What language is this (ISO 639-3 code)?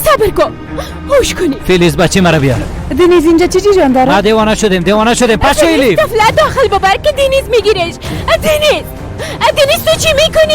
fas